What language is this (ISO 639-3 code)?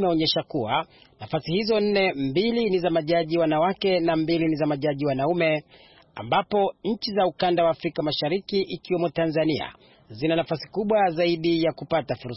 swa